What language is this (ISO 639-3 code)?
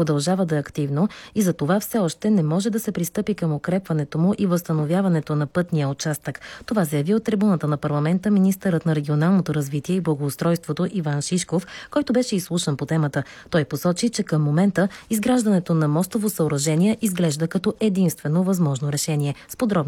bul